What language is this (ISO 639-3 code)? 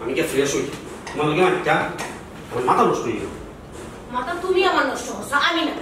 syl